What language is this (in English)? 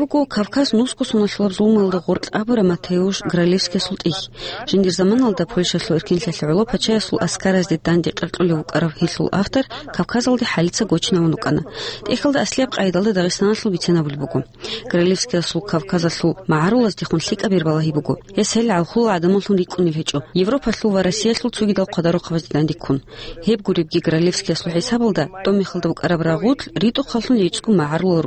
Avaric